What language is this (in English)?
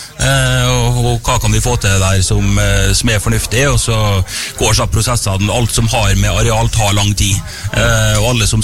Norwegian